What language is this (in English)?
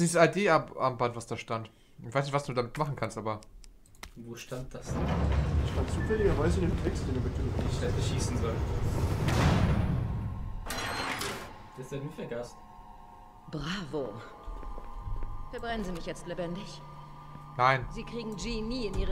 German